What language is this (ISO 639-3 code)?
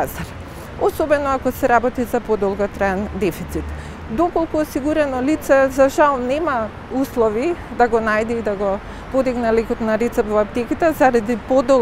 mkd